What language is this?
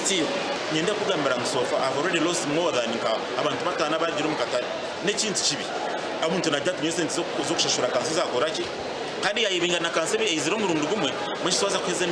Nyankole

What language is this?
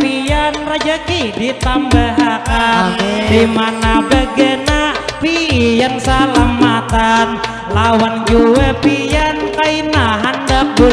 Banjar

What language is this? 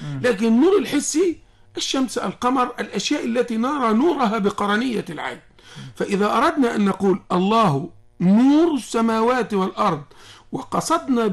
Arabic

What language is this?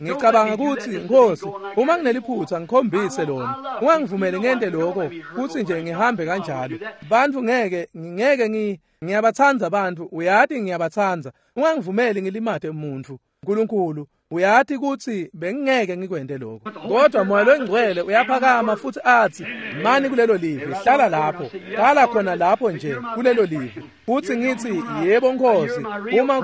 Swati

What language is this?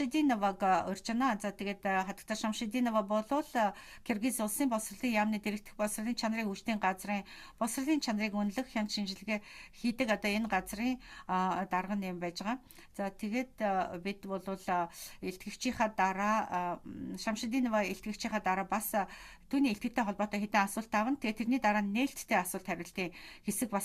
Mongolian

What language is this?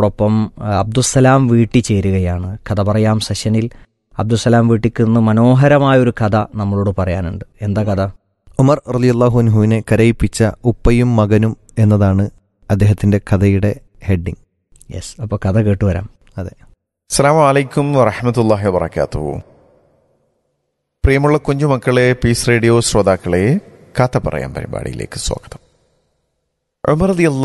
Malayalam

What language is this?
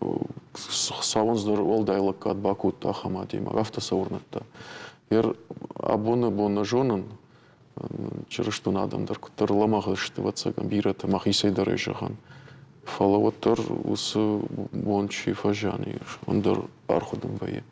Ossetic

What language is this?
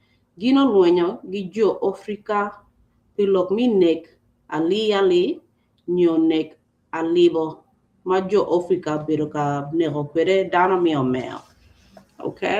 Acoli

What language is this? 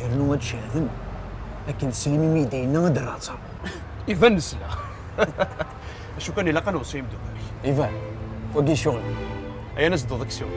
Kabyle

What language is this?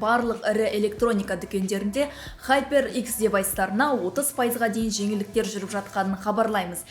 Kazakh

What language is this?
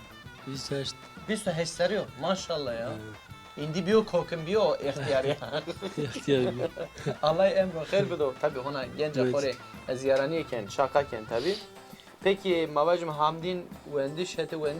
Zaza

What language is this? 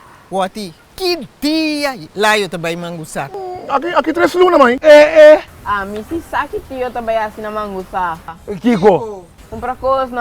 Papiamento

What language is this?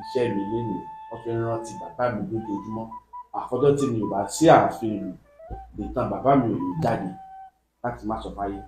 Yoruba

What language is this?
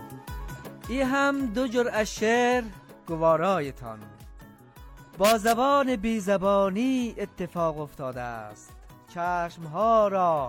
Persian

